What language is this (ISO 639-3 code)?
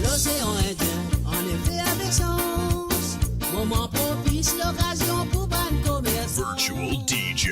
mfe